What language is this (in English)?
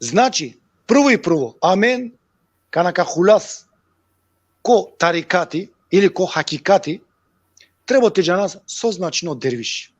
Balkan Romani